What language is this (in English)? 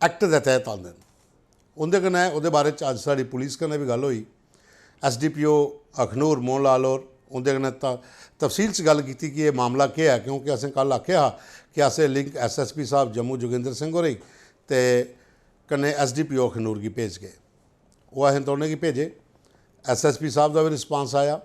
Dogri